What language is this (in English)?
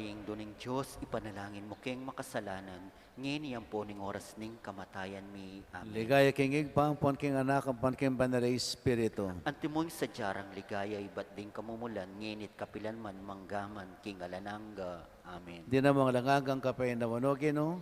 Pampanga